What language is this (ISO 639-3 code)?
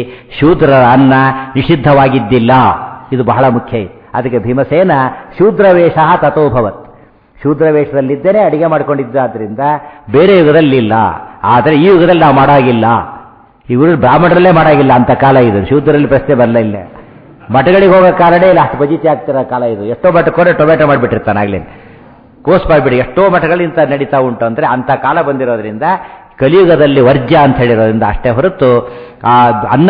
kan